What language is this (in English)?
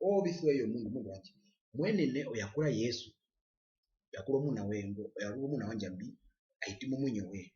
Herero